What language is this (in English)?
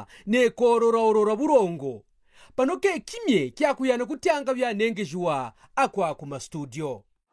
Kaonde